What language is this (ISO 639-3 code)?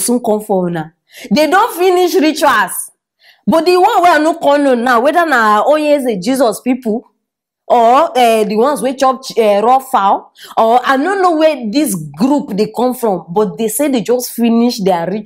pcm